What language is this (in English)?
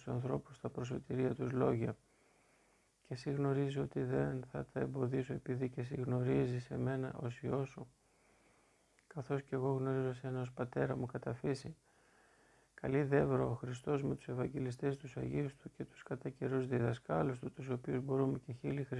Greek